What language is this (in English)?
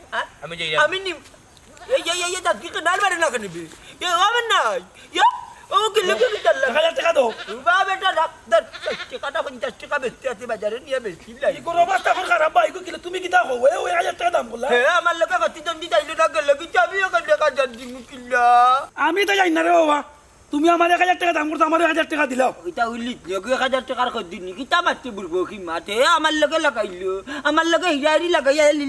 Sylheti